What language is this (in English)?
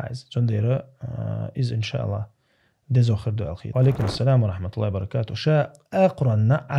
Chechen